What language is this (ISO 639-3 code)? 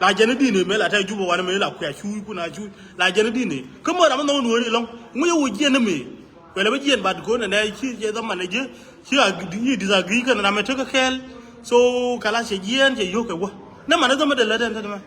nus